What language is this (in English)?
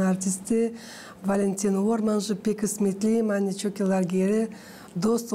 Gagauz